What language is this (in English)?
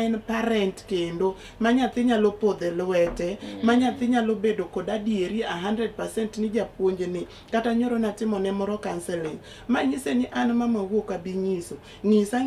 Luo (Kenya and Tanzania)